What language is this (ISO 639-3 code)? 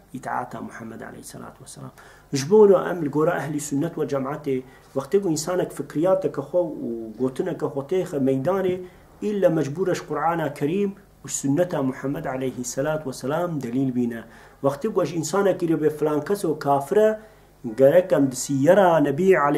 kur